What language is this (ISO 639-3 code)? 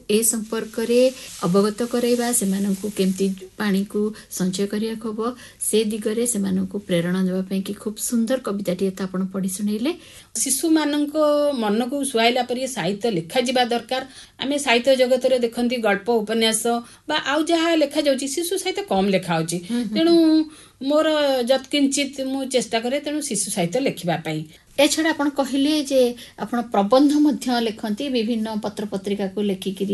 ori